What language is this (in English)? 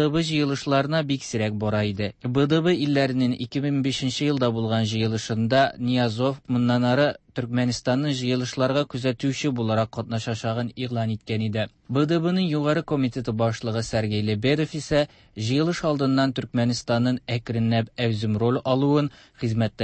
Tatar